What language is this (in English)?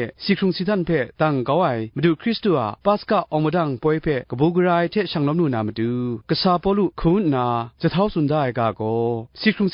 Kachin